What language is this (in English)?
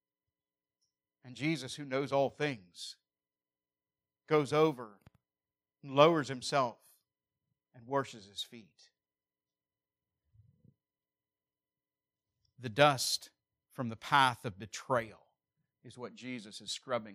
English